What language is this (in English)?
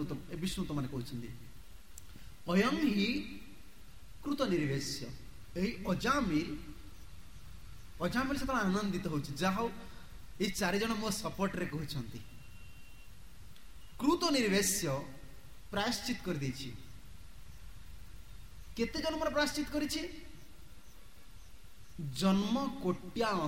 Odia